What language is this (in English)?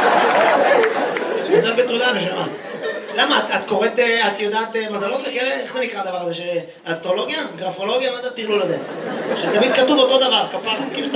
Hebrew